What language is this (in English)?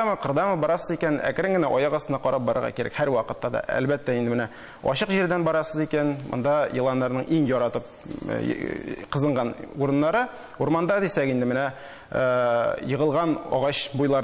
Tatar